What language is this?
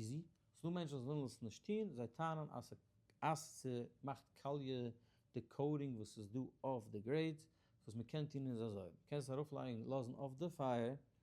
Yiddish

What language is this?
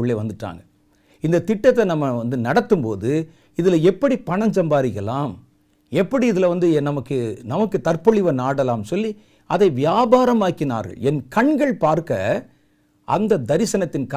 Tamil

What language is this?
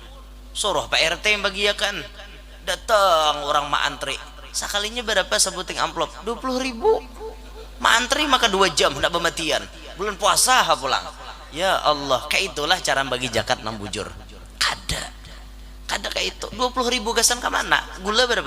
Banjar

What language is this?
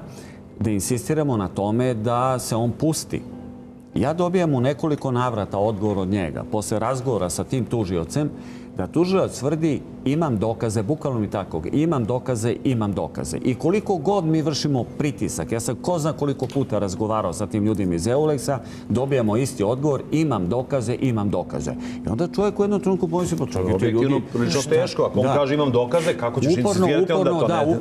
Serbian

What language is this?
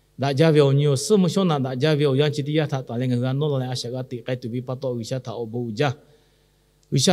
Lahu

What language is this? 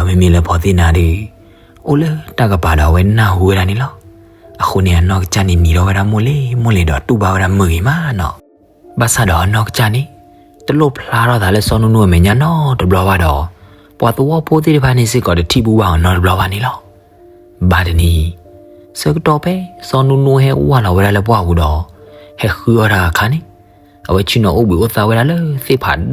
S'gaw Karen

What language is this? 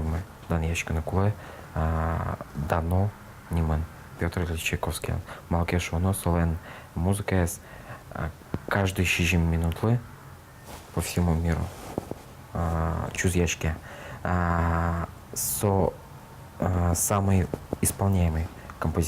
Udmurt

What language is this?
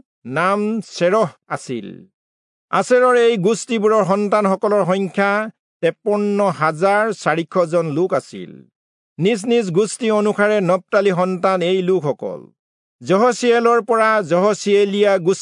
Assamese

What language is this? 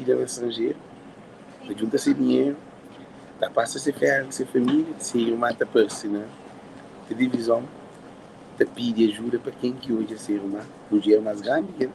Kabuverdianu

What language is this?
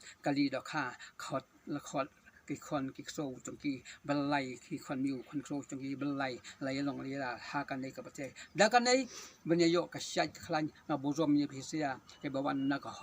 Khasi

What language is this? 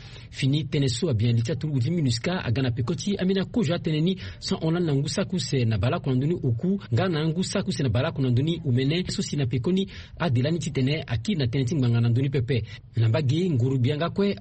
Sango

